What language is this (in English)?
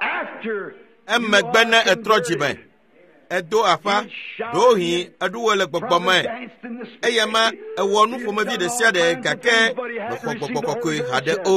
Ewe